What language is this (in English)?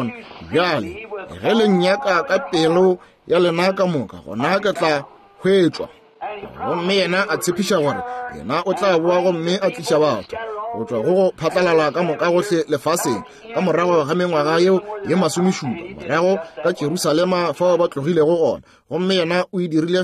Northern Sotho